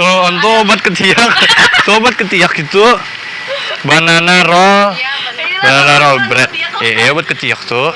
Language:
Banjar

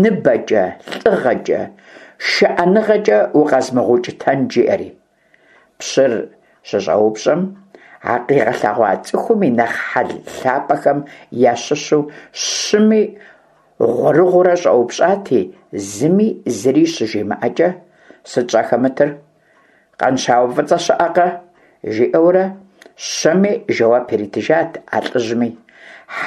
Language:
Kabardian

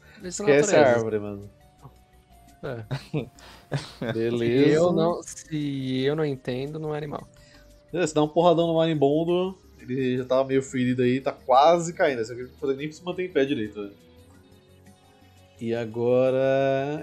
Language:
Portuguese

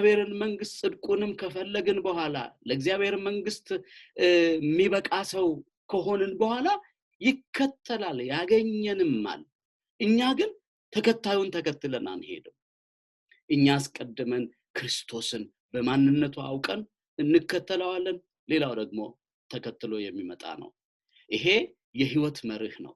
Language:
Amharic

